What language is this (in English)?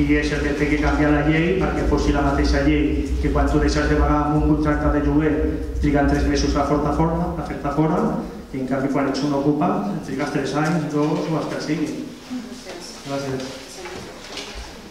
Catalan